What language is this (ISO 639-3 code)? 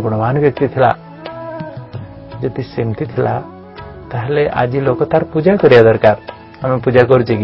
ori